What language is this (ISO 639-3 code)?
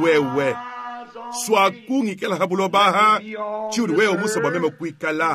lua